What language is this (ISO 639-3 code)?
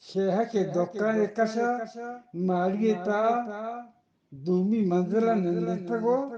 bgp